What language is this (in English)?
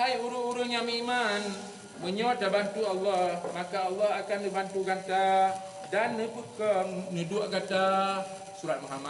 Achinese